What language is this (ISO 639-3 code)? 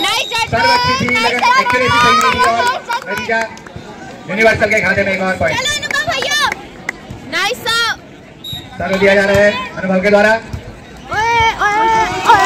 hin